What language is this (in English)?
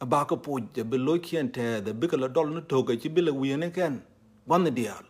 Nuer